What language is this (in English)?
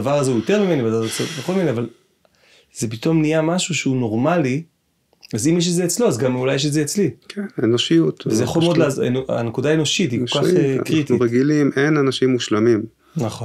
Hebrew